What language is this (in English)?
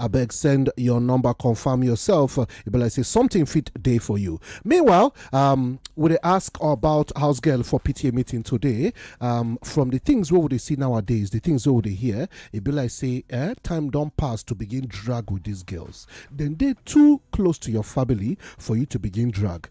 Nigerian Pidgin